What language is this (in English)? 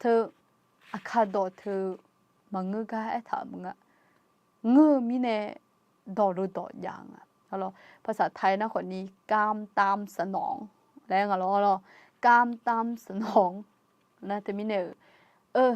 Akha